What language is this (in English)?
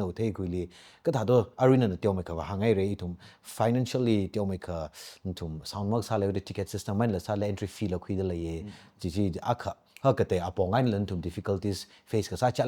Tangkhul Naga (India)